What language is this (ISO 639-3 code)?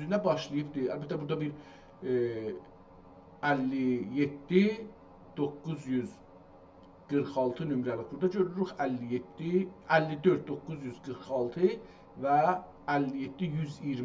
azb